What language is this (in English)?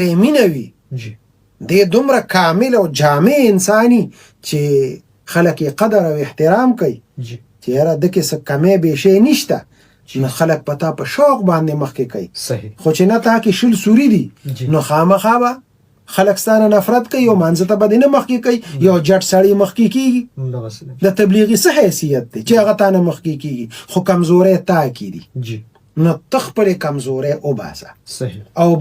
Pashto